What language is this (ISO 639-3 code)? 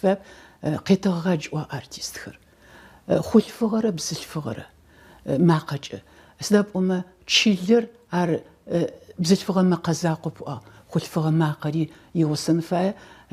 ady